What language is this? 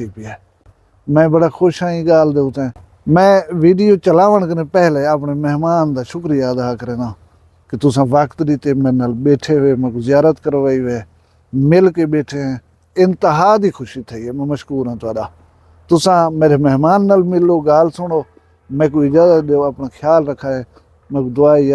Saraiki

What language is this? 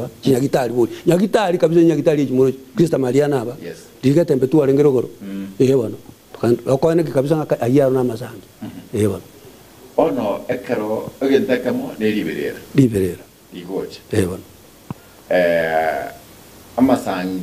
Gusii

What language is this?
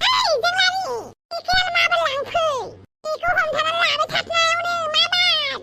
Bodo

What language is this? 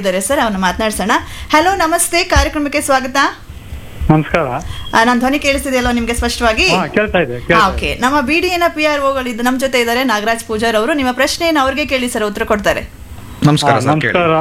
Kannada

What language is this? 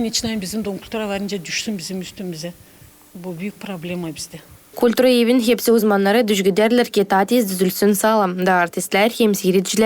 Gagauz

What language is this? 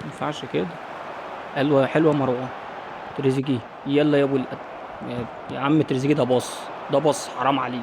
Egyptian Arabic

